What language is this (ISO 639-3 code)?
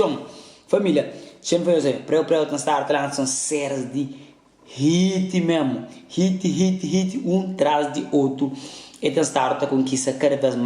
kea